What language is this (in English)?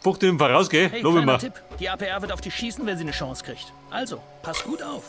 Bavarian